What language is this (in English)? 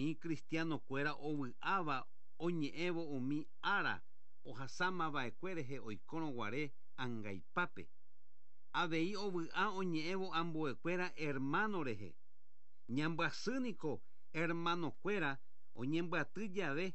Guarani